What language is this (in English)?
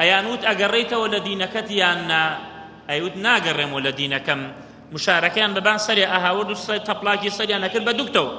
Central Kurdish